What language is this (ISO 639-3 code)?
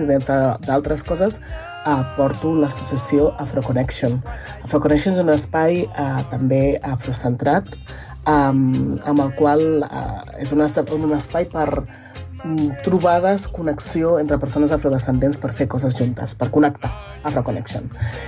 cat